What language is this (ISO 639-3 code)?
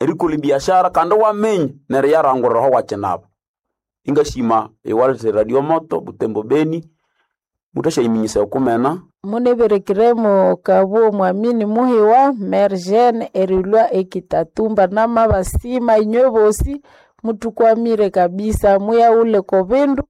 nnb